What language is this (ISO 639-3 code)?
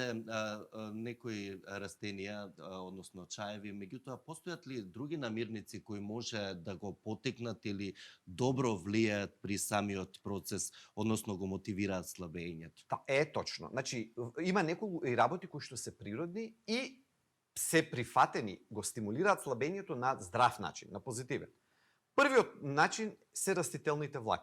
mkd